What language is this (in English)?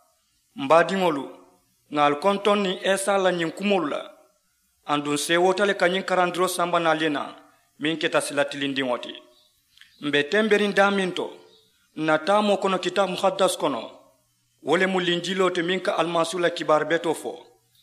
Mandingo